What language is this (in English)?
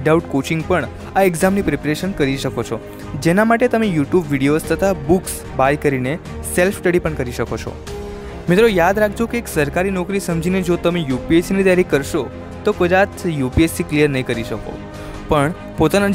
Gujarati